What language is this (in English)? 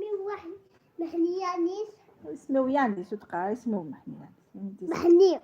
Kabyle